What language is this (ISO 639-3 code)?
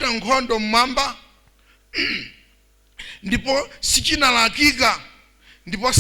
nya